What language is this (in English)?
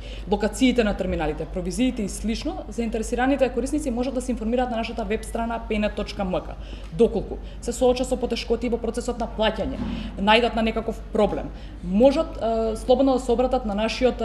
Macedonian